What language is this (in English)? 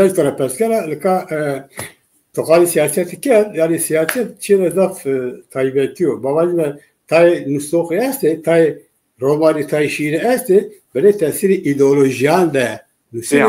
Zaza